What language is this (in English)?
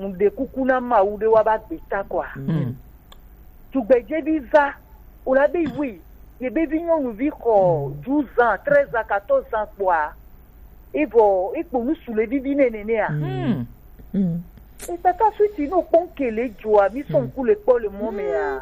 Gen